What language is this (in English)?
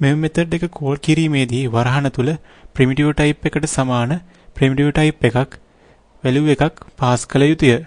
Sinhala